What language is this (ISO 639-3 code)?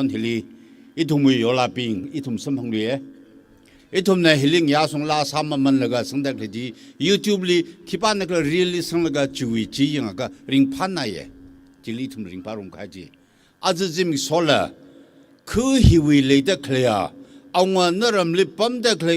nmf